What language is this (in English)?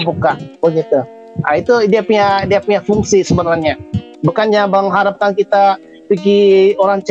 Indonesian